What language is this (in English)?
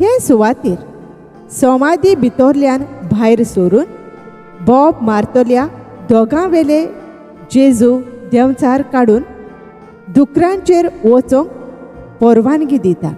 Konkani